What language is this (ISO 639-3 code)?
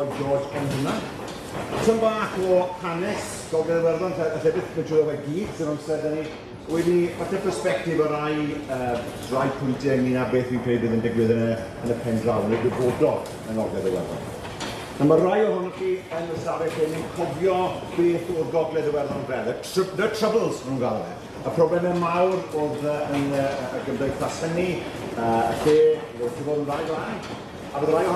cym